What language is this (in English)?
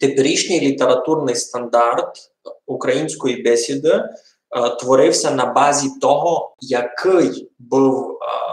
Rusyn